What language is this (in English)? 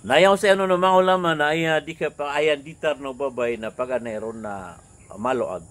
Maranao